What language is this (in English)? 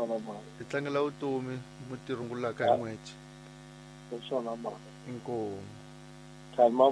Tsonga